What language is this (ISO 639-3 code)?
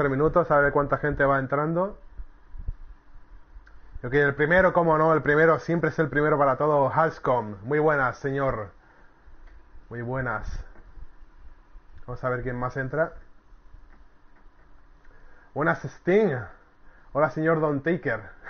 spa